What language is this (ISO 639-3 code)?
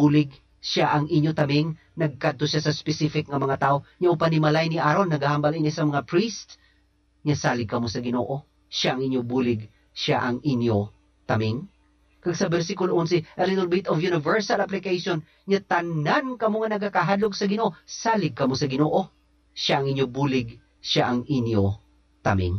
hil